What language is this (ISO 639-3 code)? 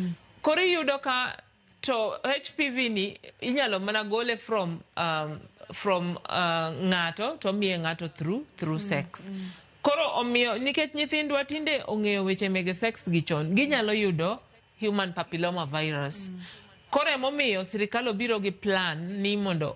luo